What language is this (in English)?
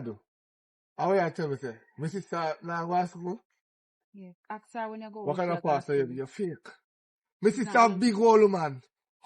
Jamaican Creole English